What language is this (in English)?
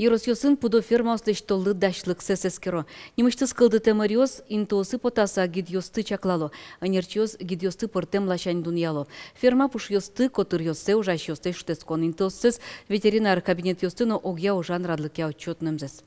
Udmurt